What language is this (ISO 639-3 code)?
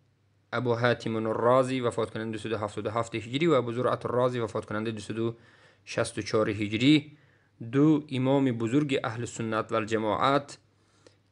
tgk